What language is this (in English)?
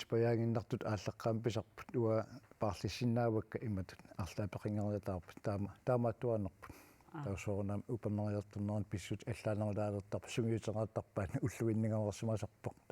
Kalaallisut